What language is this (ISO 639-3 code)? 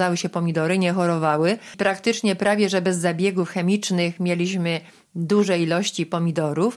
pol